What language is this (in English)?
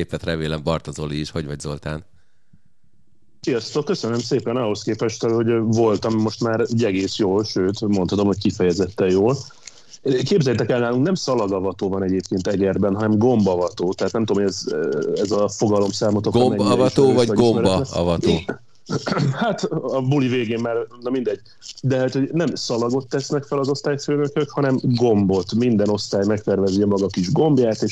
Hungarian